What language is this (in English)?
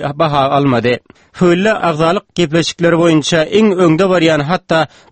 Turkmen